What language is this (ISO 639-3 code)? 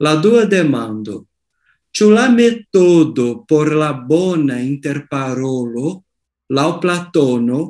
epo